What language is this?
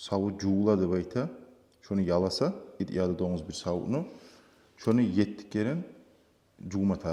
Kumyk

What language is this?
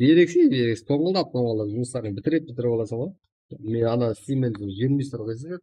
Kara-Kalpak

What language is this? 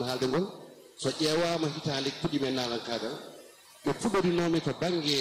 Fula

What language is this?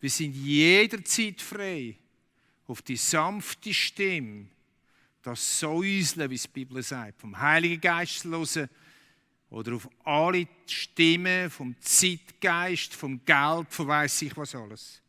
Swiss German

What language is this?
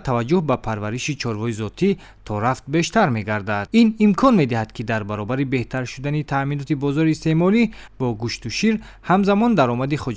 Tajik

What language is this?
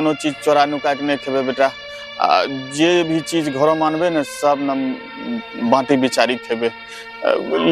Angika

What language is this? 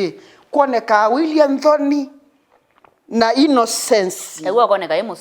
Kamba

